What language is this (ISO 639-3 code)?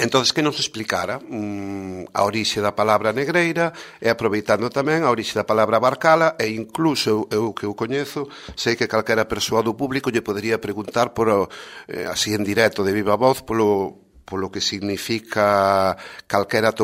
glg